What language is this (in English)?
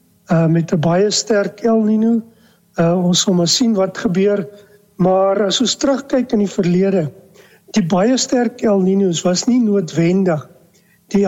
Afrikaans